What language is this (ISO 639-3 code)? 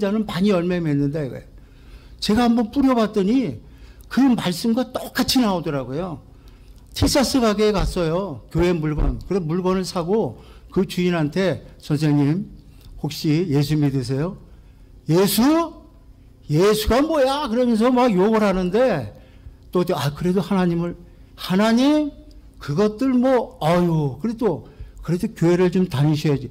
kor